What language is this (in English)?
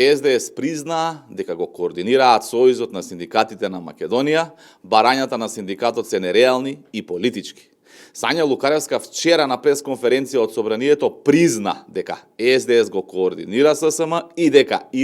Macedonian